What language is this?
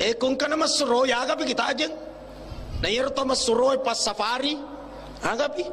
Buginese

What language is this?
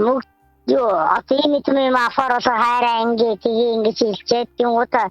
Mongolian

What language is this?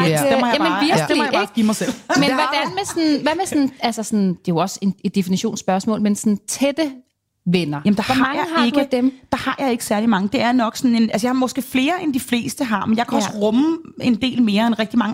Danish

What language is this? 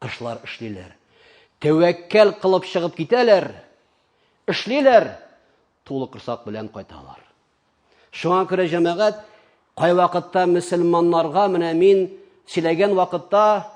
Tatar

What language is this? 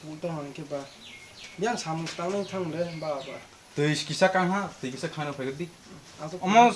Kok Borok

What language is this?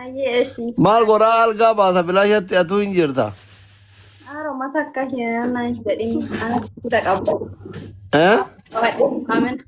Oromo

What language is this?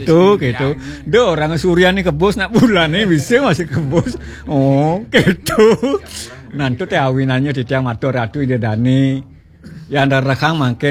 Balinese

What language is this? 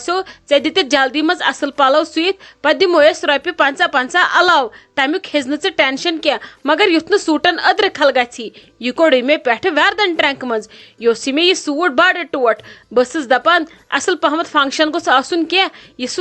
Kashmiri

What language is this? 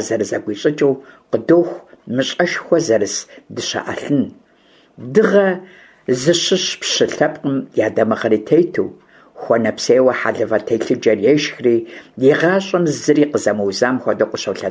Kabardian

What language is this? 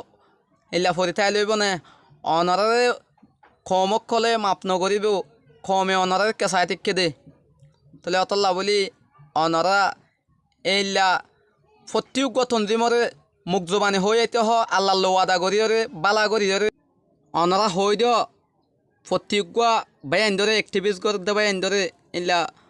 Rohingya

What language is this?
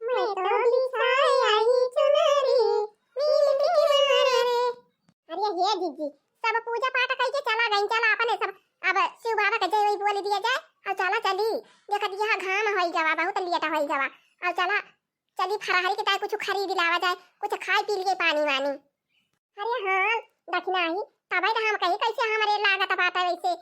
Awadhi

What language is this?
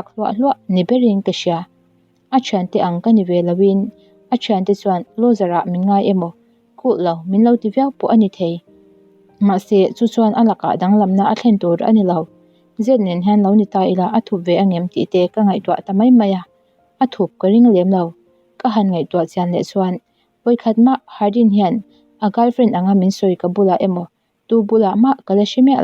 Mizo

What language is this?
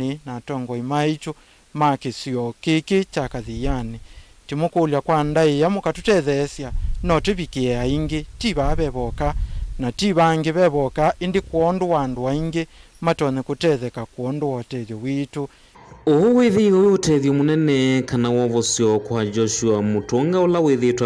Kamba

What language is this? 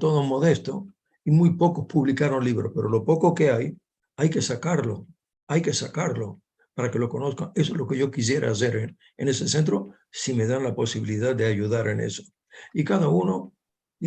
Ladino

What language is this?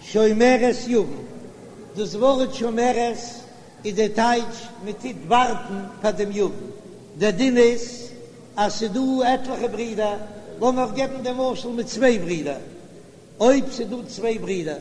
Yiddish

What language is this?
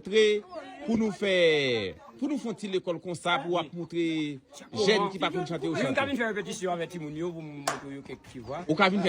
Haitian Creole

